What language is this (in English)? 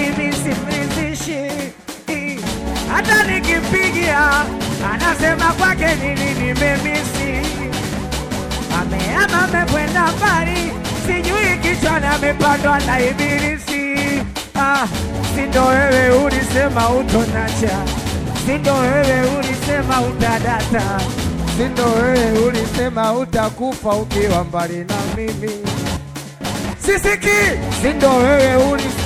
Swahili